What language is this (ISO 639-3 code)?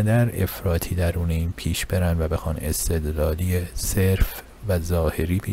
fas